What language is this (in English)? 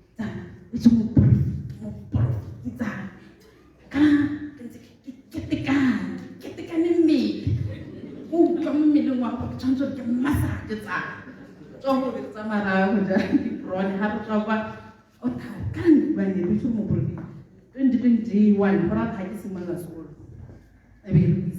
Tswana